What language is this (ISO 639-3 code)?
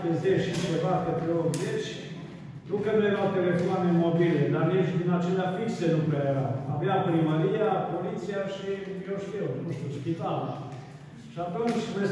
ron